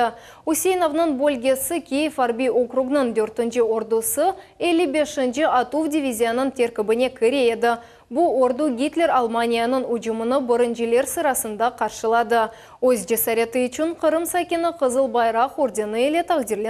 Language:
Crimean Tatar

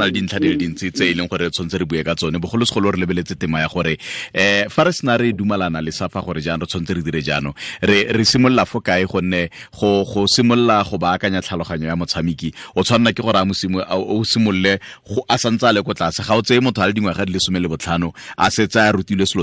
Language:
Tswana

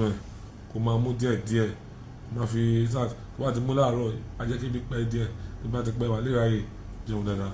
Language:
Yoruba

